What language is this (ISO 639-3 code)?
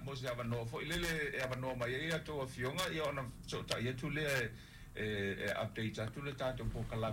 smo